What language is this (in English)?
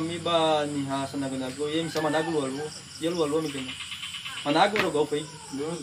Nias